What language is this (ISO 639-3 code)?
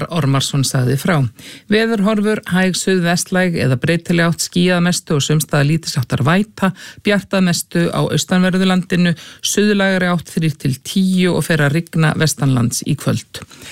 isl